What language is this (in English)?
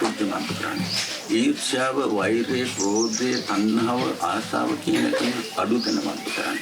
Sinhala